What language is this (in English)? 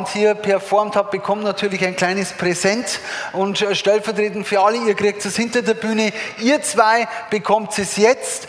Bavarian